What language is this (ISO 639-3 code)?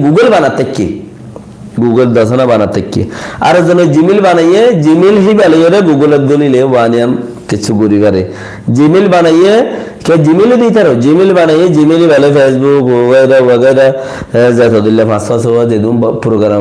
rhg